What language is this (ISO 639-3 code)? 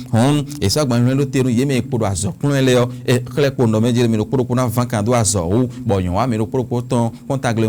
fon